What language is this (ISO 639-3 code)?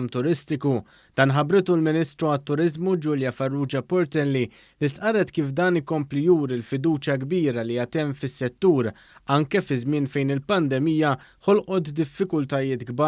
mlt